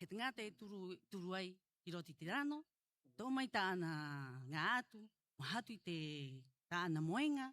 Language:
Rapanui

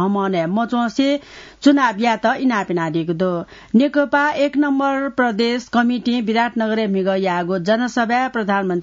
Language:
Newari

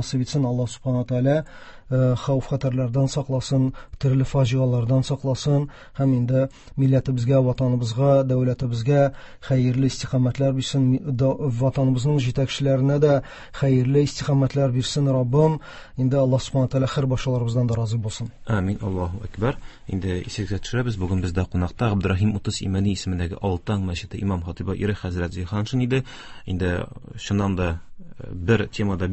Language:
Tatar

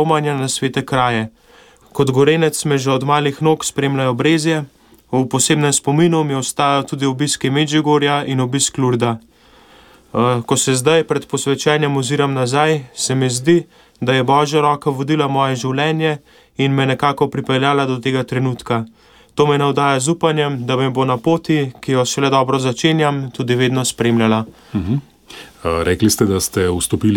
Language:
Slovenian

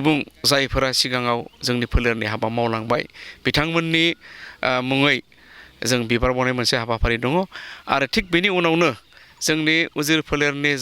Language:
Bodo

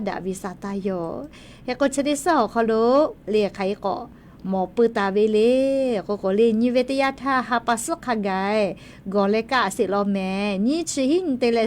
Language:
Lahu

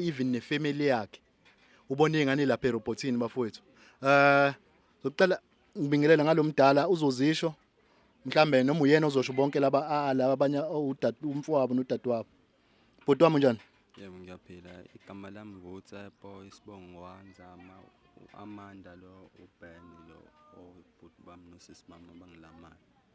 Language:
Zulu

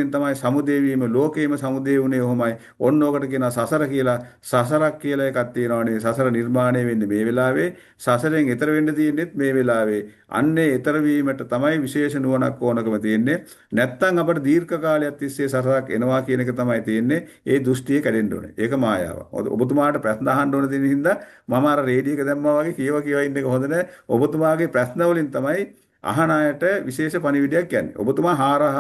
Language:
Sinhala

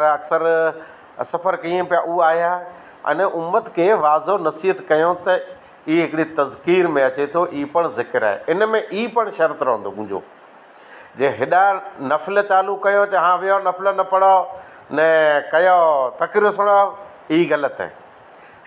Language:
Sindhi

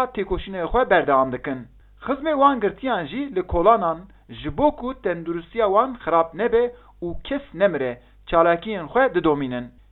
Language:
Kurdish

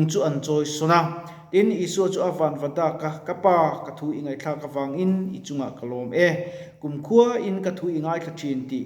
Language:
Mizo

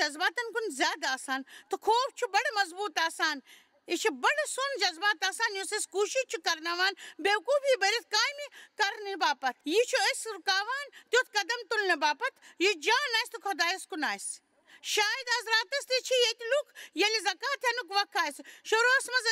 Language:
Kashmiri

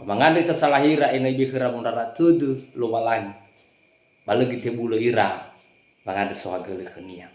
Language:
Nias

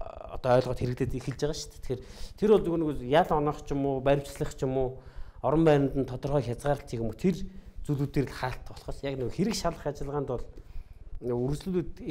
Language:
Mongolian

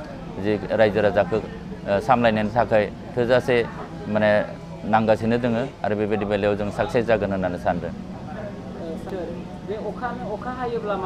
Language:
Bodo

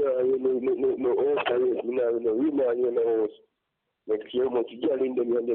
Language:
Jamaican Creole English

